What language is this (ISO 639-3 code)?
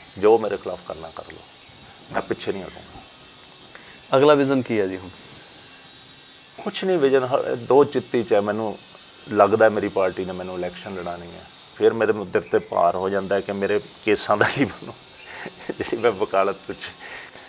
pan